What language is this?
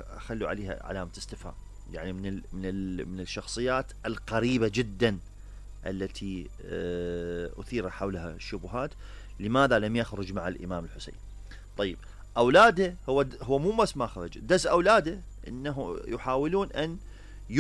Mesopotamian Arabic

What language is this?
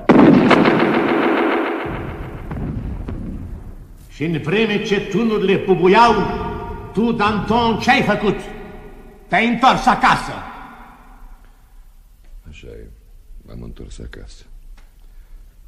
Romanian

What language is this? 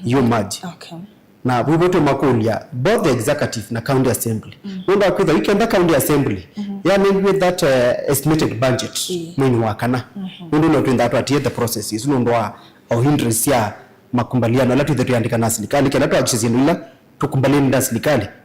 Kamba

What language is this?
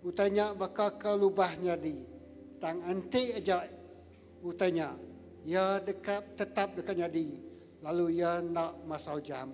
Iban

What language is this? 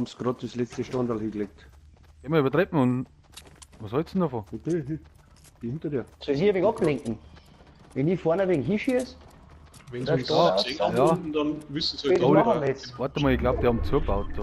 Bavarian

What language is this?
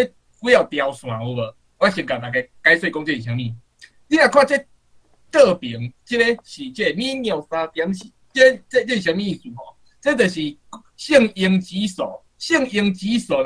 Min Nan Chinese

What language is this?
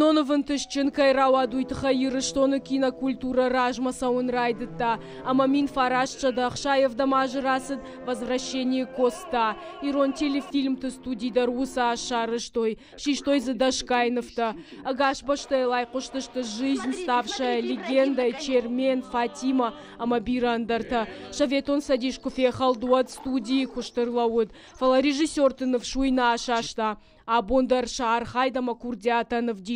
Ossetic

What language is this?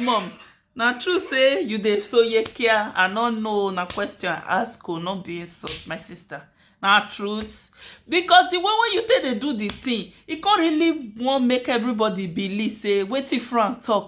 Nigerian Pidgin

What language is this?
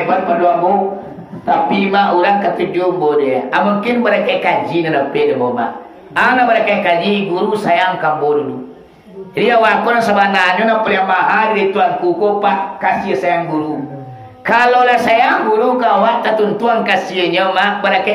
Minangkabau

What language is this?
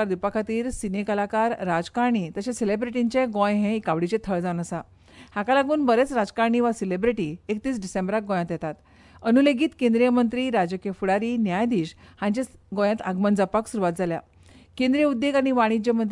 Konkani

